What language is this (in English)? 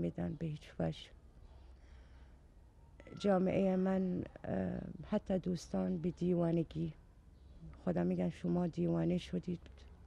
Persian